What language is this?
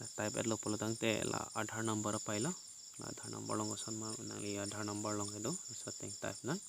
Karbi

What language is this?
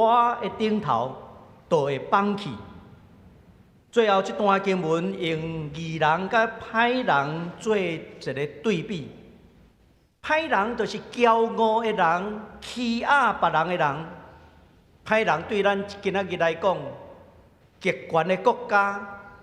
Min Nan Chinese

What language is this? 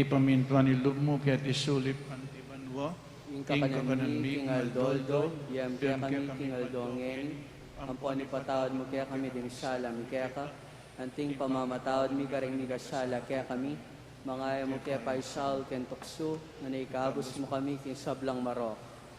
Pampanga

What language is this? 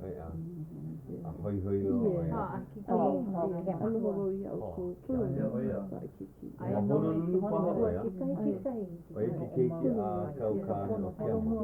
Hawaiian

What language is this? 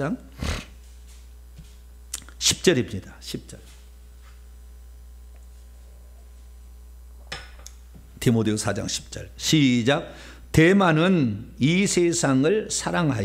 Korean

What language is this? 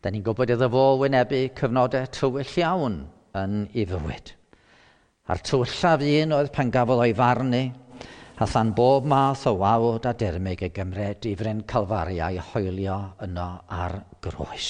Welsh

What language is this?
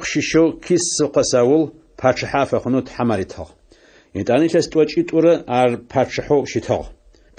Adyghe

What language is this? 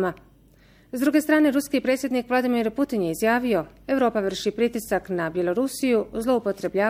Bosnian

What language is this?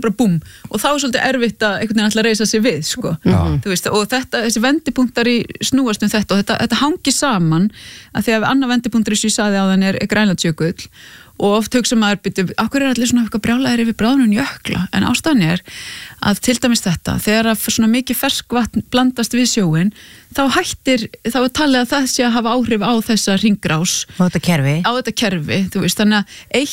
Icelandic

